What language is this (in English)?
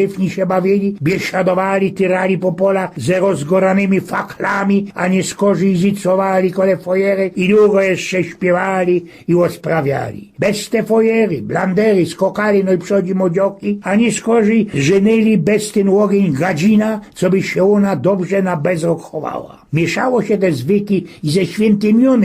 Silesian